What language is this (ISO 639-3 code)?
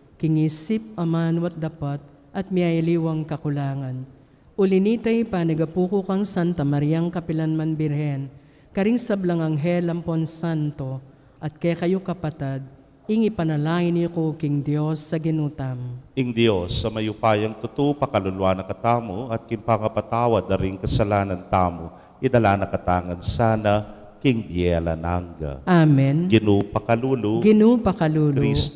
pam